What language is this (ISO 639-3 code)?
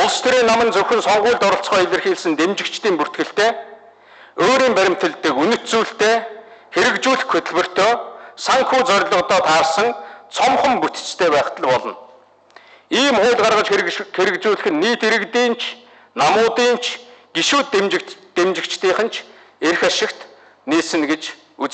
mon